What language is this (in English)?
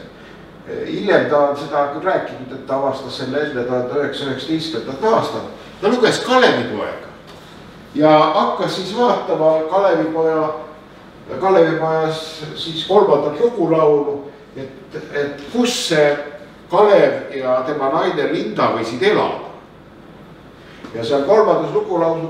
Estonian